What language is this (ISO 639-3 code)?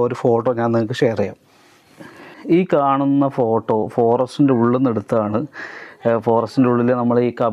mal